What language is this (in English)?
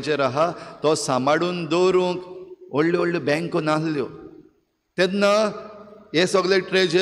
Konkani